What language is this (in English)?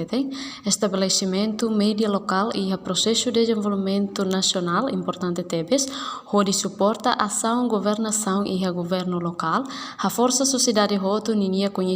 Tetum